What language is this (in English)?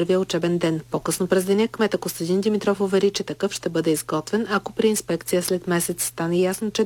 Bulgarian